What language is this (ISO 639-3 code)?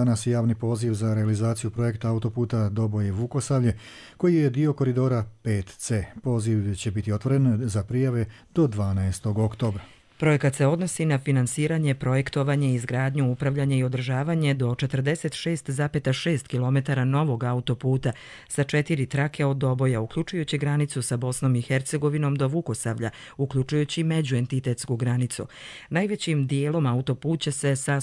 srp